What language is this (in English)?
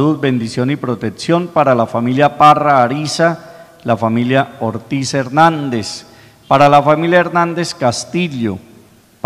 Spanish